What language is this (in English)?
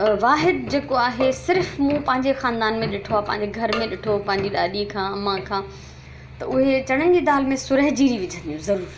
Sindhi